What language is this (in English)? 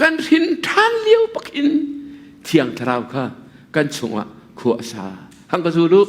Hakha Chin